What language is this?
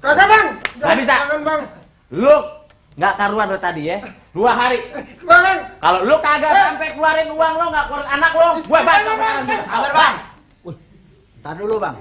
Betawi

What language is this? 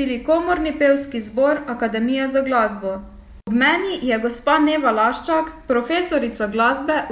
Slovenian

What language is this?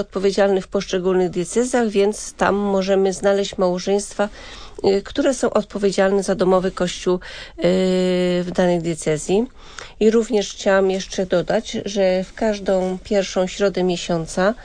Polish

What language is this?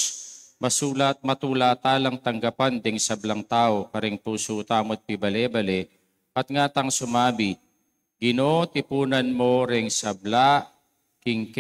Pampanga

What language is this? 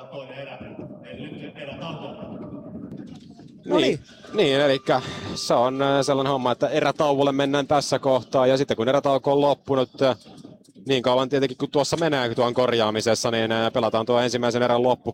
Finnish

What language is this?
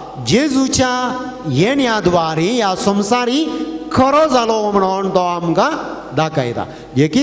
Konkani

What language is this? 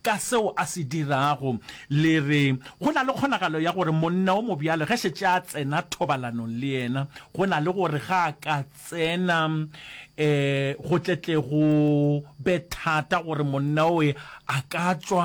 Northern Sotho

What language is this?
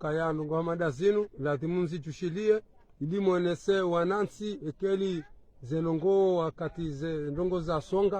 Ngazidja Comorian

